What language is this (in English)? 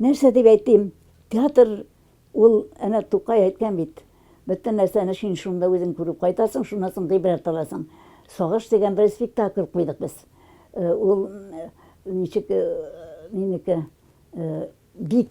Tatar